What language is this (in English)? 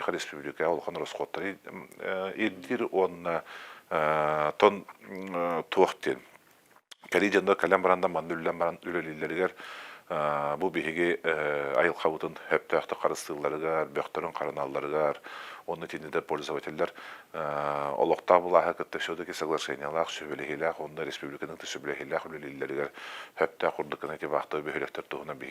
Yakut